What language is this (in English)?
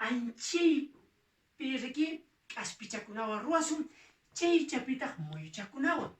Quechua